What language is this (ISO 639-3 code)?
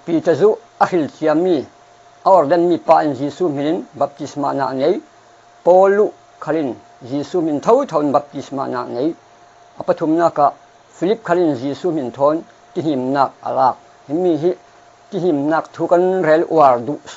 cfm